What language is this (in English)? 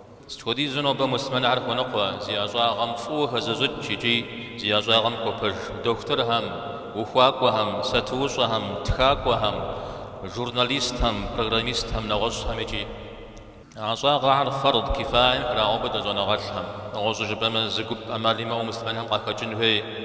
Kabardian